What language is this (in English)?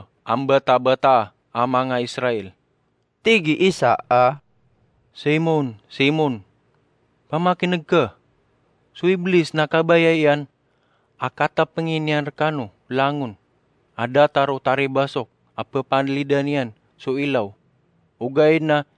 Maranao